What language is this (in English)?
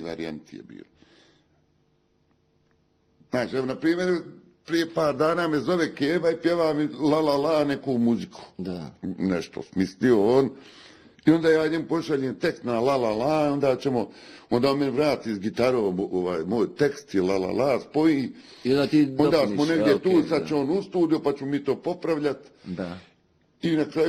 Bosnian